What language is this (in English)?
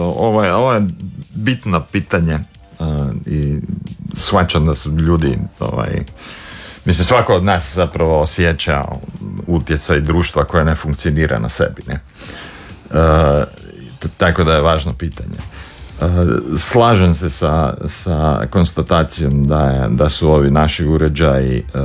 Croatian